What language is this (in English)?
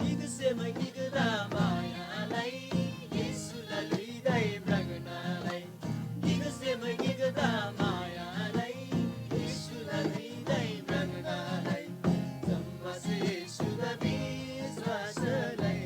Eastern Tamang